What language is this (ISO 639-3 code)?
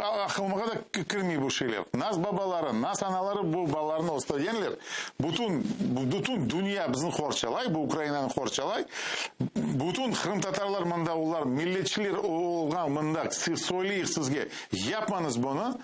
crh